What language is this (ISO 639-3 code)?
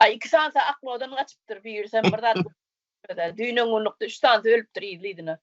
tuk